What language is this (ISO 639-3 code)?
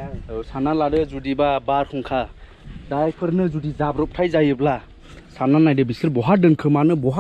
brx